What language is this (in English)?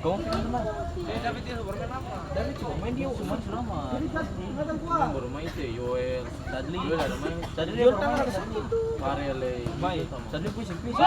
Ambonese Malay